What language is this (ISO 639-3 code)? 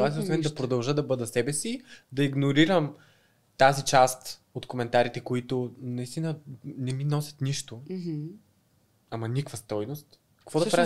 bul